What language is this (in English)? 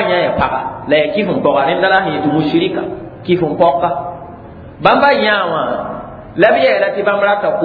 Mossi